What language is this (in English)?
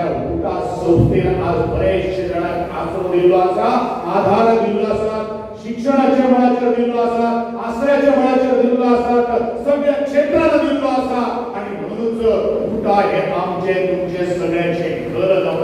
Konkani